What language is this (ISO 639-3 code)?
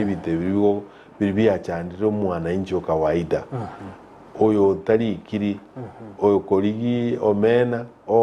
guz